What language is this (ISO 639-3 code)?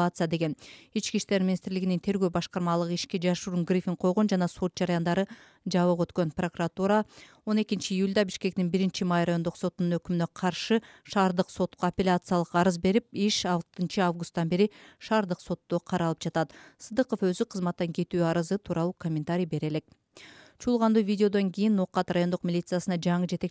kir